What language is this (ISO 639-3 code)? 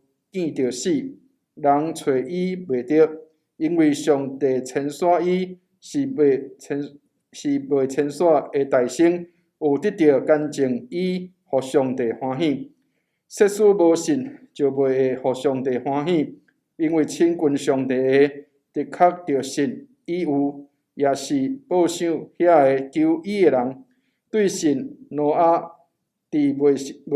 nan